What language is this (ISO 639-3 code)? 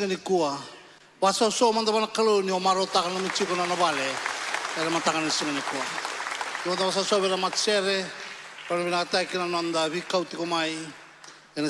fij